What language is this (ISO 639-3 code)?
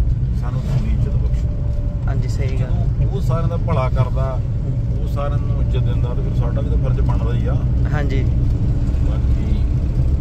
pan